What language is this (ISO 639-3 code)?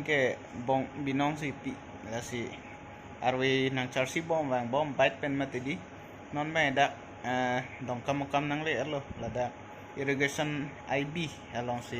mjw